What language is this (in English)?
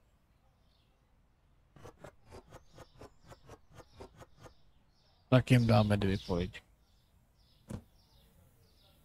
Czech